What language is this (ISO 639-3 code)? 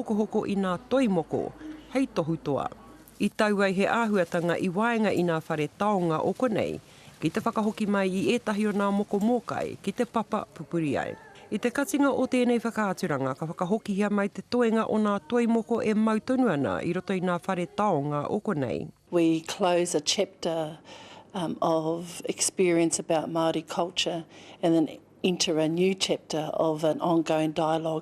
mri